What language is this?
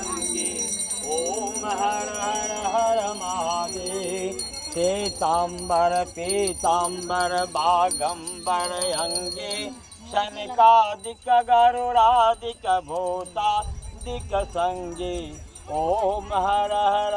Maithili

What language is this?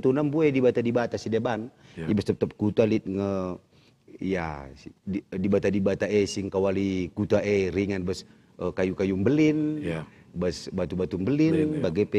Batak Karo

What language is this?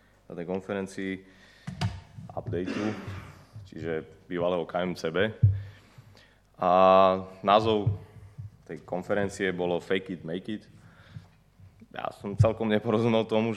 Slovak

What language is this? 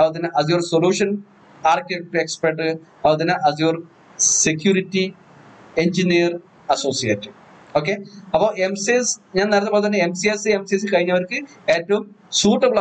Malayalam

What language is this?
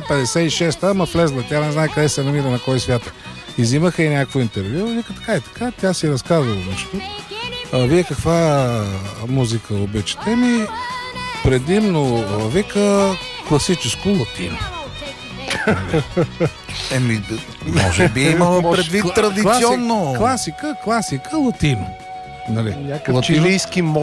Bulgarian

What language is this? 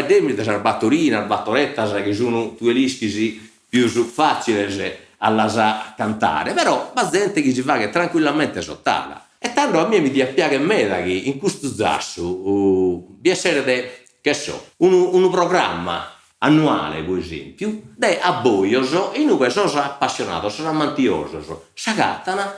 Sardinian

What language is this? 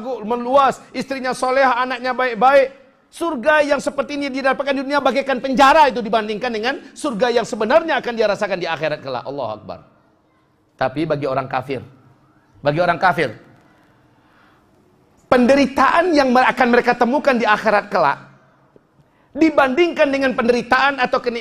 Indonesian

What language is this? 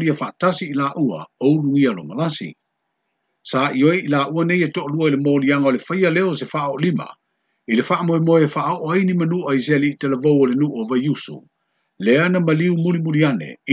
Samoan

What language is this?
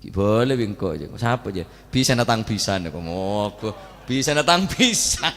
Madurese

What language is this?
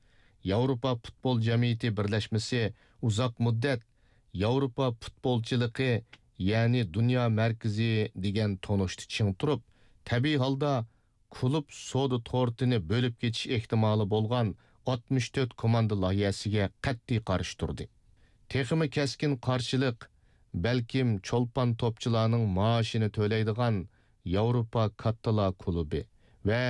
Uyghur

